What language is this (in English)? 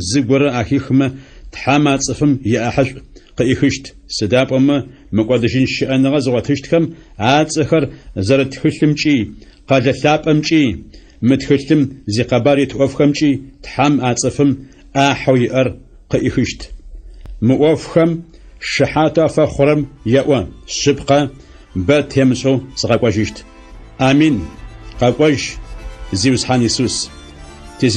Adyghe